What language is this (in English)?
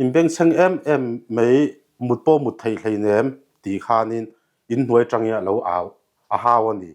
Mizo